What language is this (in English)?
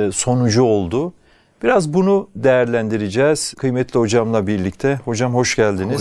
Turkish